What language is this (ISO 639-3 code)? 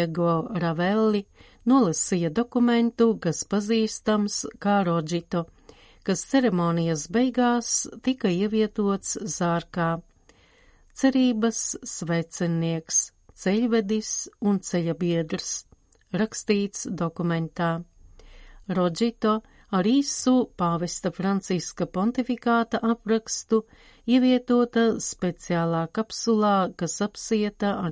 lav